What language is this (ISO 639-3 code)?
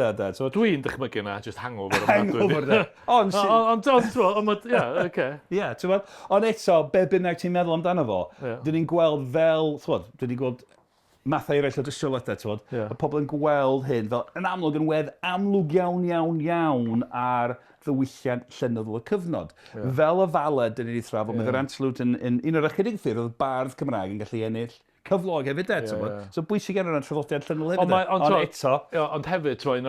cym